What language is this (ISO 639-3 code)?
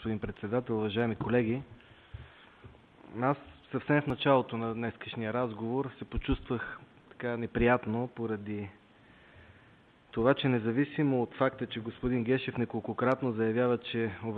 bul